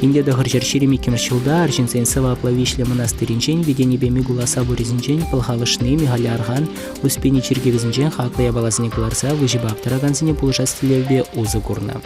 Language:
Chuvash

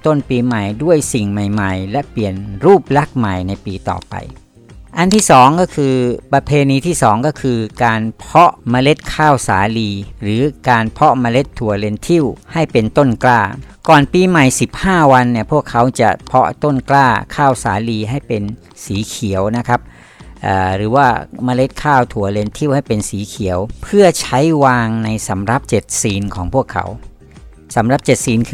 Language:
Thai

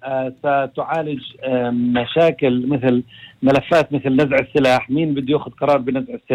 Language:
North Levantine Arabic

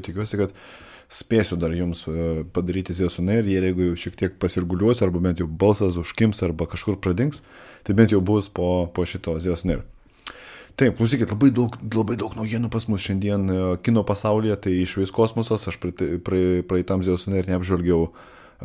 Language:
Lithuanian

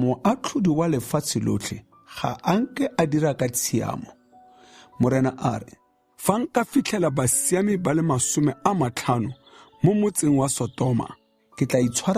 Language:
Tswana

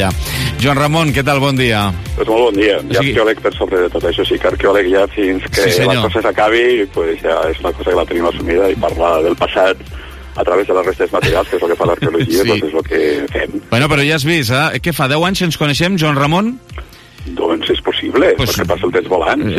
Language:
Catalan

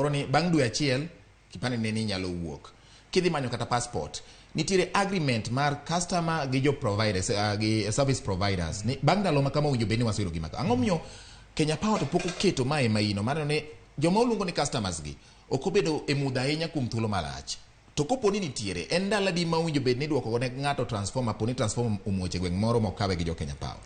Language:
Luo (Kenya and Tanzania)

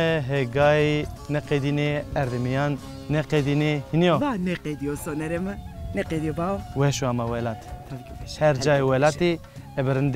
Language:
Zaza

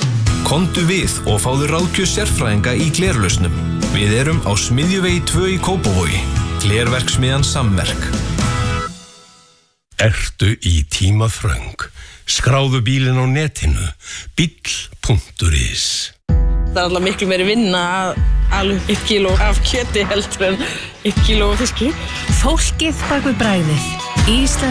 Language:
Icelandic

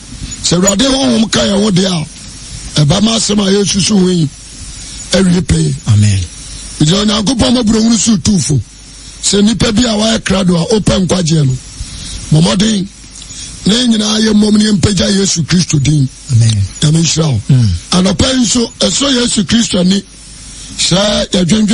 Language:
Akan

